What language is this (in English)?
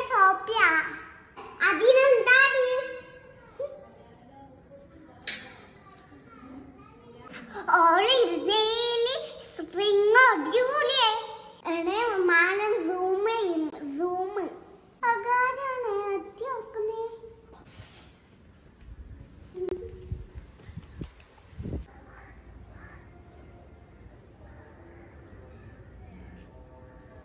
Malayalam